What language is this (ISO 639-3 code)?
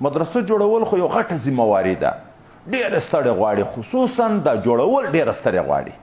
pus